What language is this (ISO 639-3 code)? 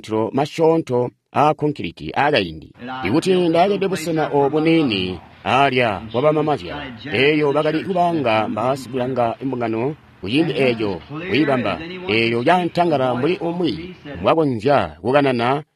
toi